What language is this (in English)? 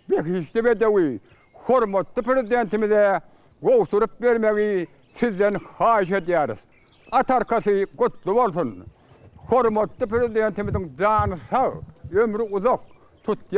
Turkmen